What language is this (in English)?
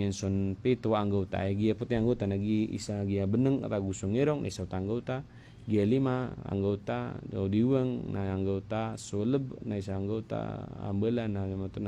Maranao